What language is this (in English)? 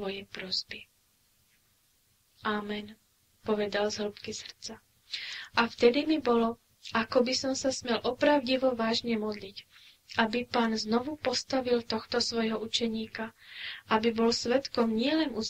Slovak